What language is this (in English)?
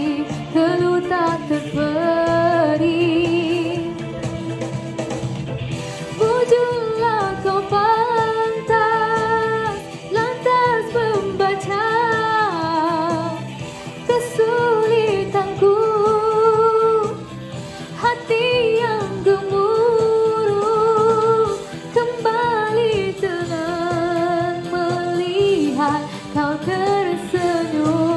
Malay